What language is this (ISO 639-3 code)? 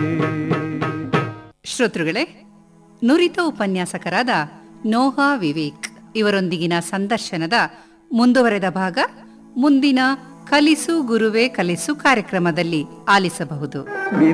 kan